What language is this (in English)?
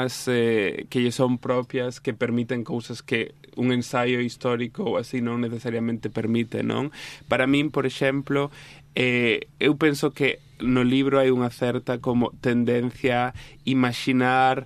Galician